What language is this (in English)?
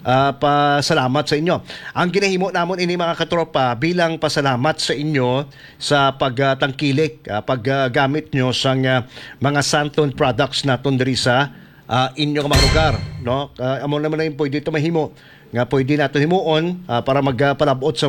Hiligaynon